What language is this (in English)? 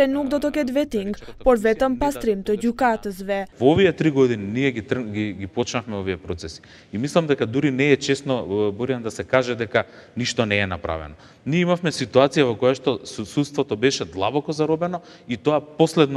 Macedonian